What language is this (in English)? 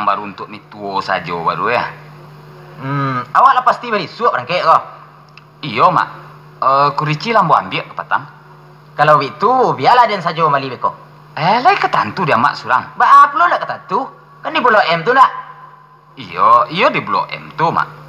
Minangkabau